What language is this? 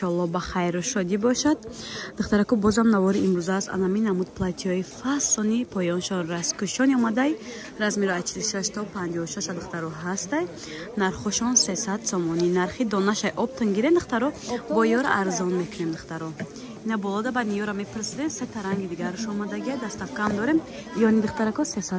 Tajik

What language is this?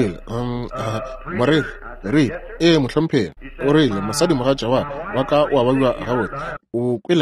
Northern Sotho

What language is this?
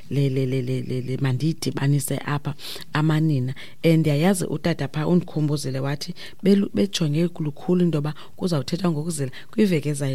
Xhosa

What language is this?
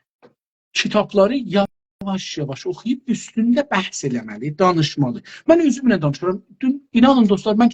South Azerbaijani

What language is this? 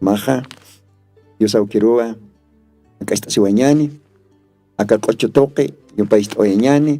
Aymara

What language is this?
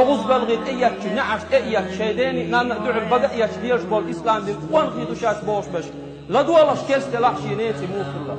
Chechen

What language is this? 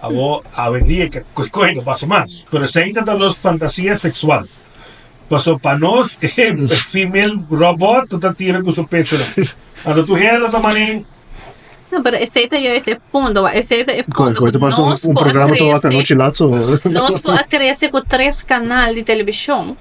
Papiamento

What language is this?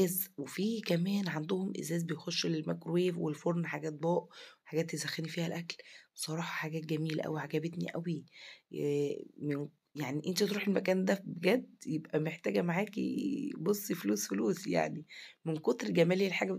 Egyptian Arabic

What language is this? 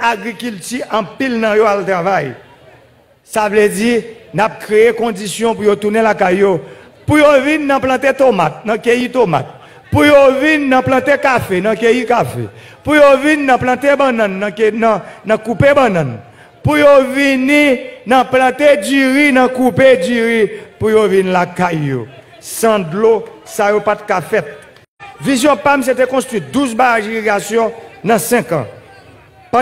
Haitian Creole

